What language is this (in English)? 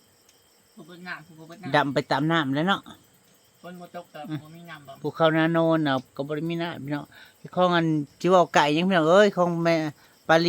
Northeastern Thai